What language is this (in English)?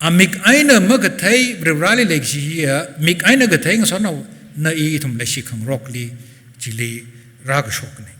Tangkhul Naga (India)